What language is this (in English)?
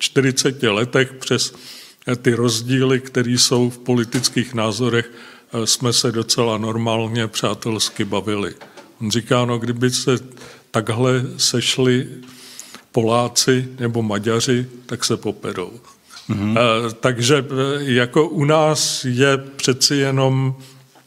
Czech